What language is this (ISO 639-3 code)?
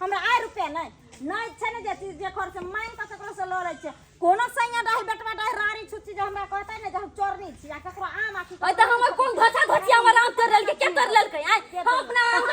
mai